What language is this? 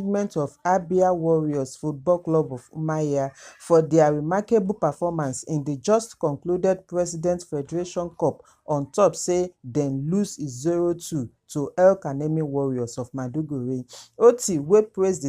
Nigerian Pidgin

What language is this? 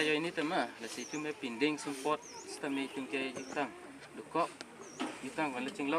Karbi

